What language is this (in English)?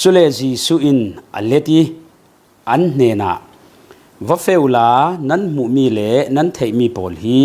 Falam Chin